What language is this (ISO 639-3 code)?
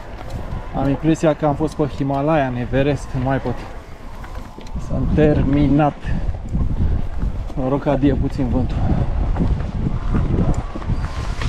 ron